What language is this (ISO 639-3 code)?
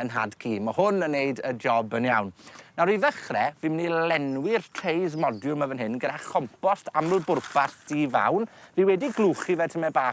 cym